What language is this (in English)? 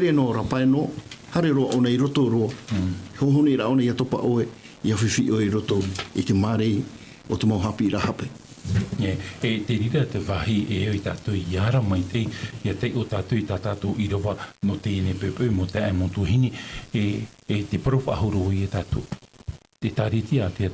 Tahitian